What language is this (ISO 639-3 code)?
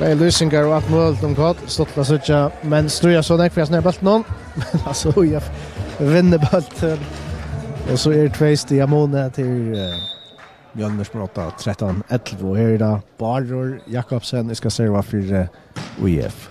fao